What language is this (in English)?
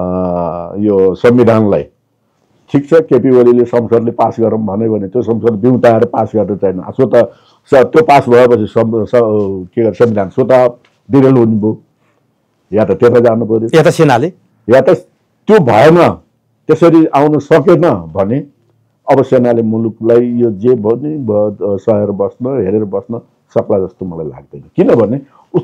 Nepali